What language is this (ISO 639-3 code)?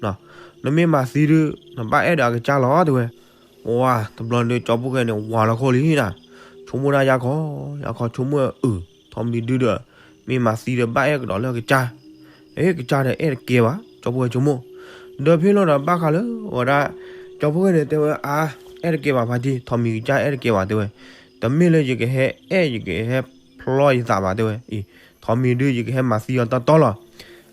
ksw